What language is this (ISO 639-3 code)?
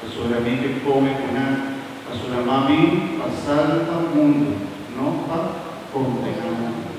pap